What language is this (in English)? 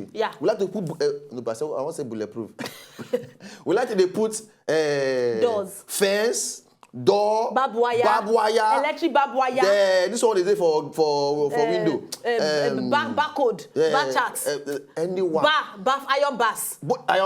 Nigerian Pidgin